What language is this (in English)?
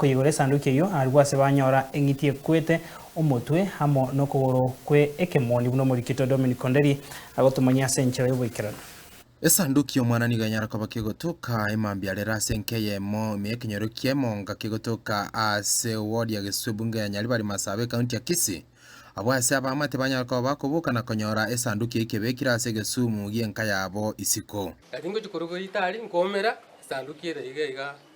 Gusii